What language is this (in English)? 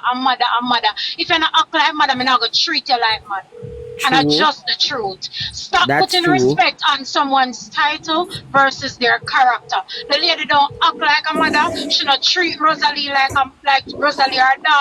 Jamaican Creole English